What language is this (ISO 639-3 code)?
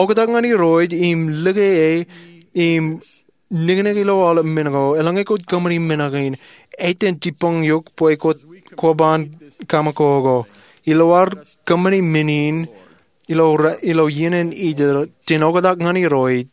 mah